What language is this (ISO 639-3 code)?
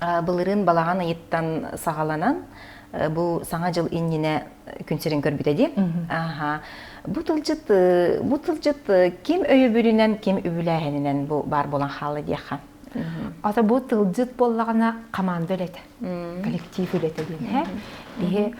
sah